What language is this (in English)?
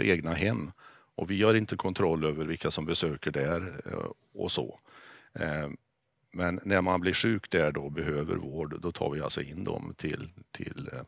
Swedish